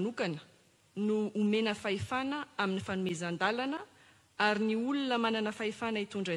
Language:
Malagasy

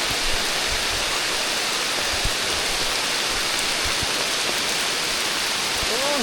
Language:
Northeastern Thai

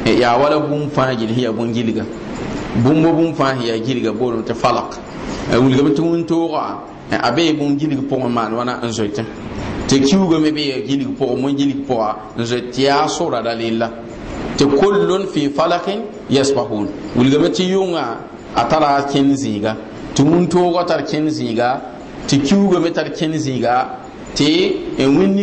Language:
Mossi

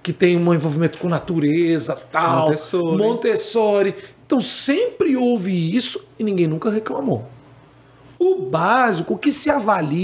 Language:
Portuguese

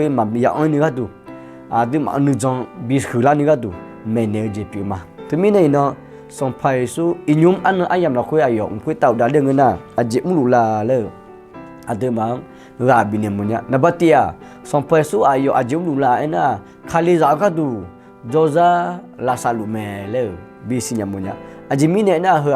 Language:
Akha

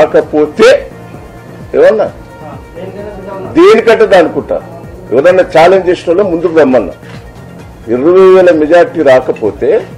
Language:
Telugu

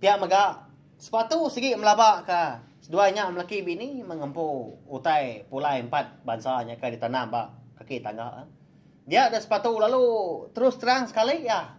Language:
Iban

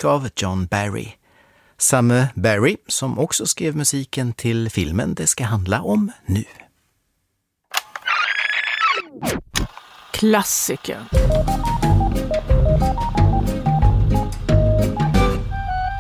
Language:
Swedish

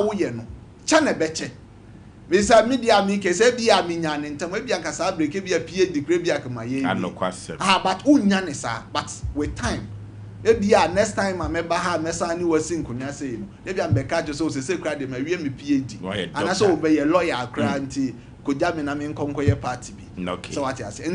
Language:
Akan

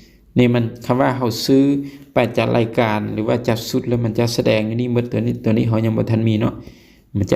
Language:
Lao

